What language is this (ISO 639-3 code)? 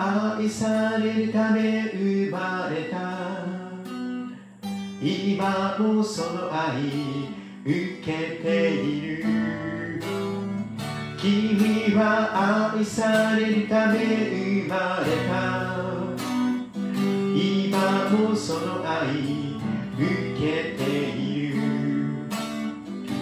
jpn